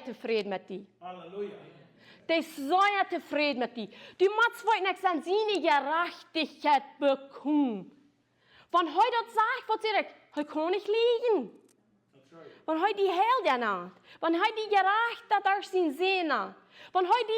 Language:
Plautdietsch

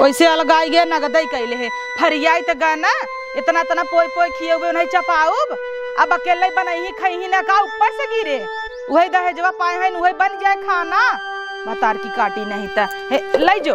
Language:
Awadhi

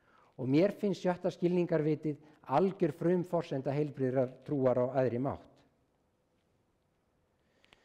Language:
Icelandic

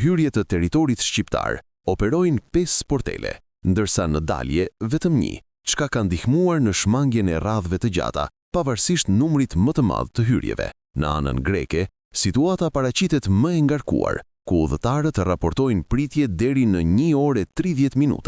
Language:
Albanian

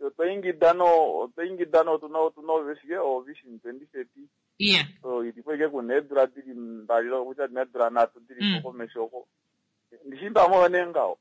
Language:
Kuanyama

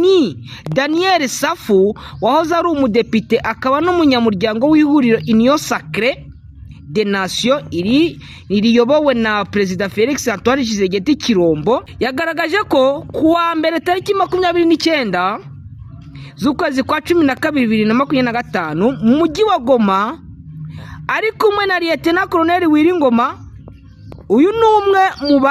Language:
Kinyarwanda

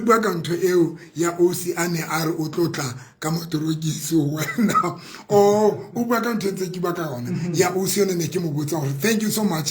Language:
Southern Sotho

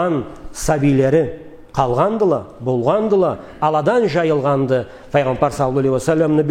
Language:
Karachay-Balkar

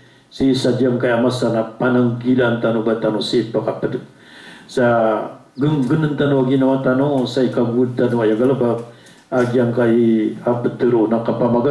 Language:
Maranao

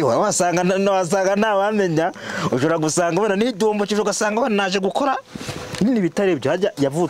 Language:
Kinyarwanda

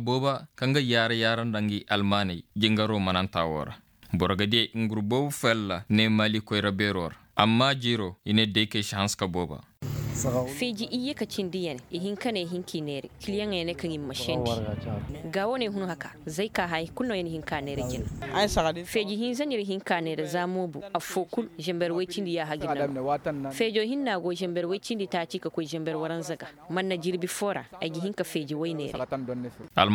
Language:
Koyraboro Senni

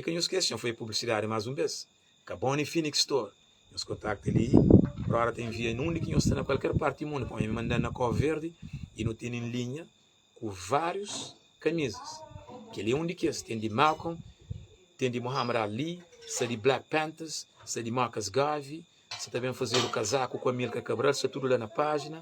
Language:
Kabuverdianu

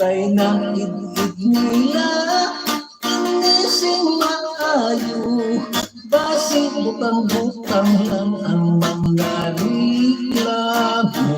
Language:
Hiligaynon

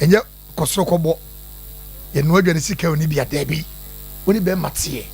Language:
Akan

